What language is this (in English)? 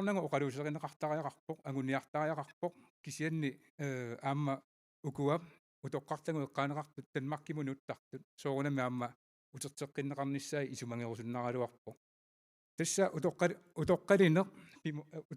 Kalaallisut